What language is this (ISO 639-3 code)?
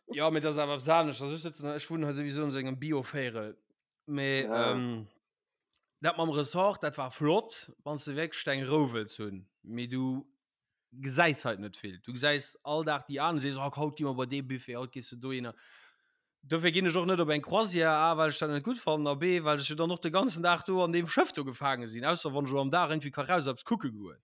ltz